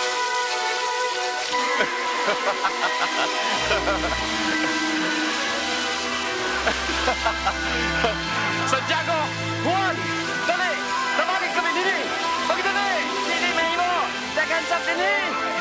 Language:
Cebuano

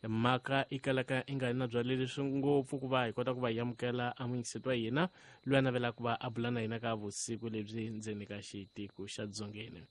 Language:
Tsonga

